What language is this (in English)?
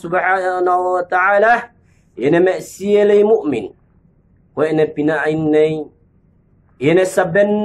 Yakan